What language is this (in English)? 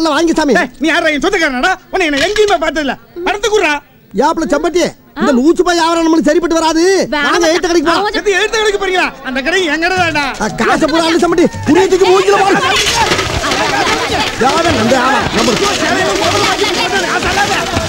Tamil